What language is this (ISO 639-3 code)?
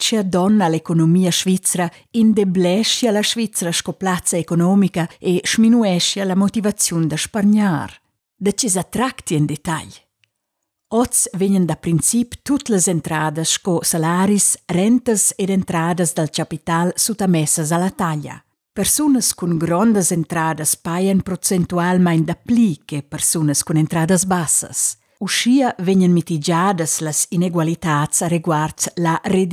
roh